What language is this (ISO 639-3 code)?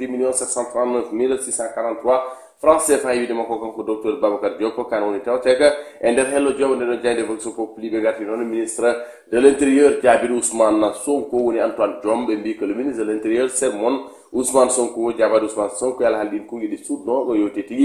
ful